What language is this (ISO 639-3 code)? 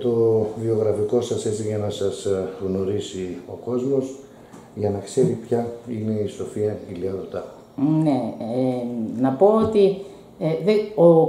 ell